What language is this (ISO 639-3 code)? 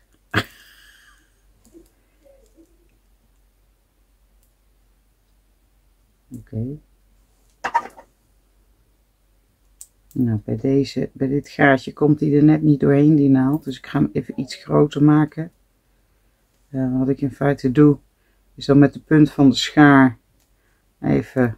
nld